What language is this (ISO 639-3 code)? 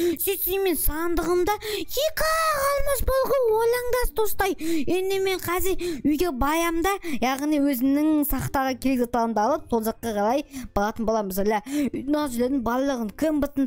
kaz